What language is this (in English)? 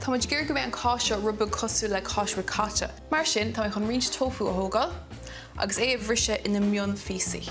Irish